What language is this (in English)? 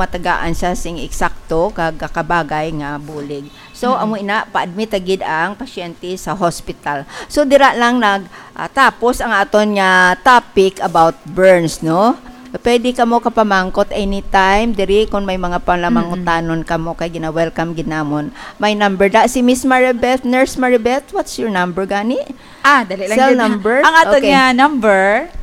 Hiligaynon